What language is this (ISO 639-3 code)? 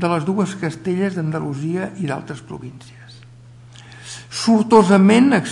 cat